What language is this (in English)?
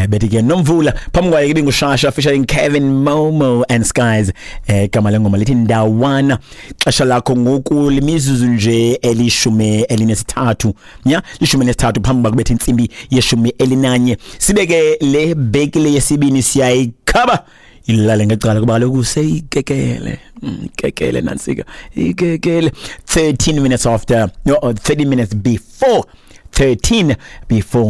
Xhosa